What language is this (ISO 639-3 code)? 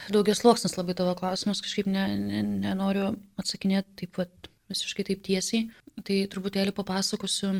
lit